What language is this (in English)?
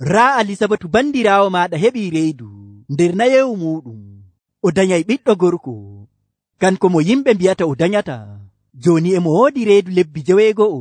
Nigerian Fulfulde